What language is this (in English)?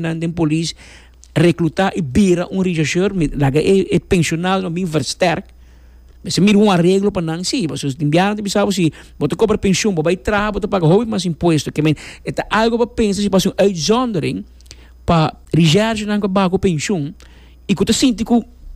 Papiamento